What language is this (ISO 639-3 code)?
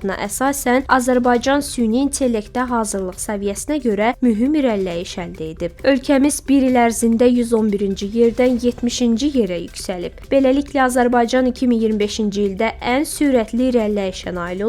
aze